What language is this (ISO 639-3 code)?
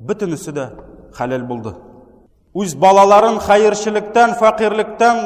tat